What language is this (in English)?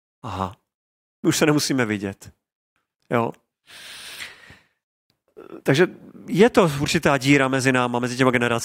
Czech